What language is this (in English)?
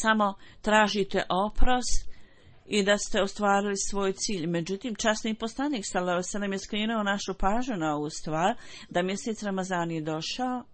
Bosnian